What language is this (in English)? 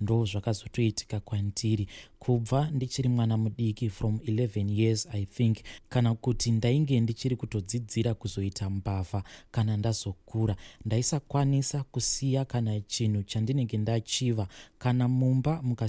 Shona